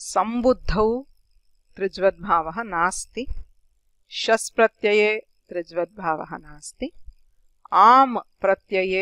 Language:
Sanskrit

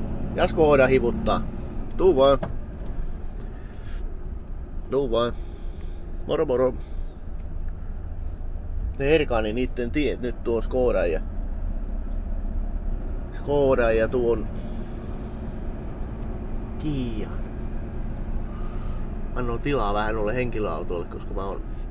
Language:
Finnish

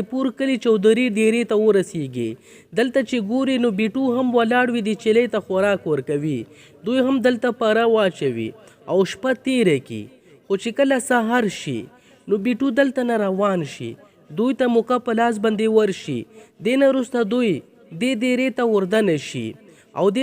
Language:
Pashto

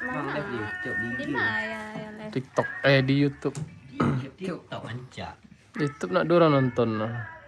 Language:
Minangkabau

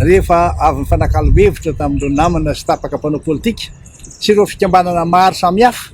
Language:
Malagasy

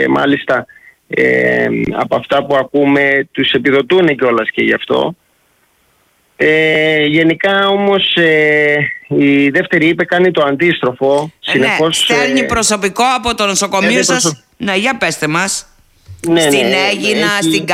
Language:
Greek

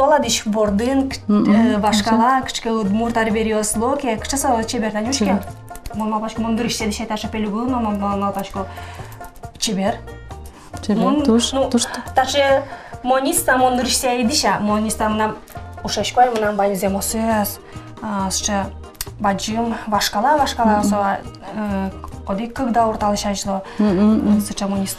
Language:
Udmurt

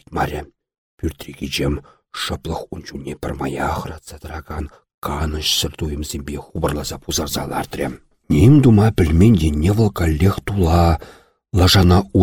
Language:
Chuvash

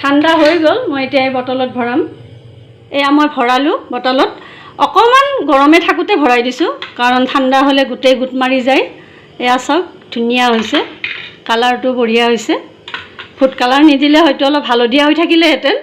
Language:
Assamese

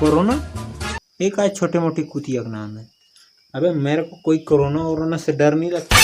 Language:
Chhattisgarhi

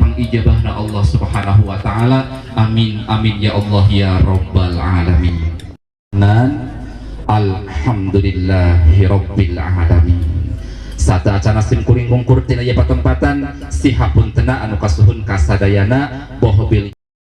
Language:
Sundanese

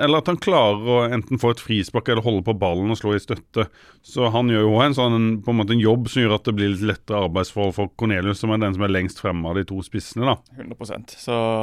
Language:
Norwegian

